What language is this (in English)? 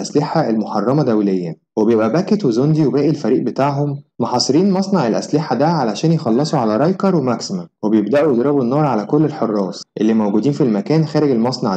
Egyptian Arabic